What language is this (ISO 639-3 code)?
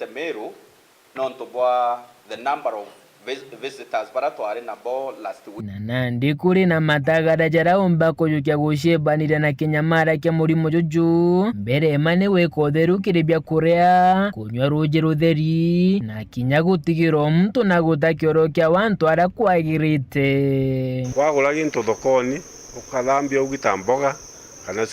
mer